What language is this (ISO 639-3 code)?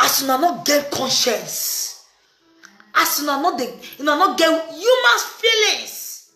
pcm